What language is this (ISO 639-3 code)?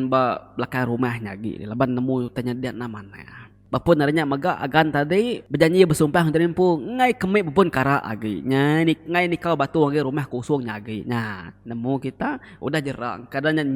iba